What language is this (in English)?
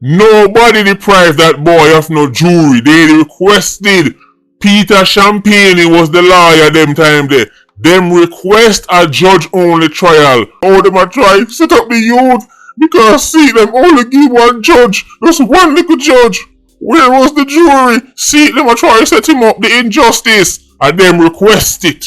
Jamaican Creole English